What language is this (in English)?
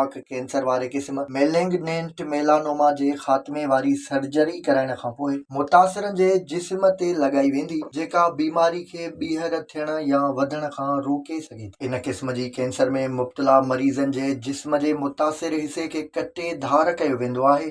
Sindhi